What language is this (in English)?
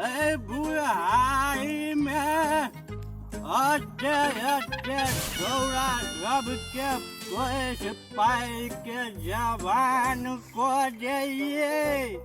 Maithili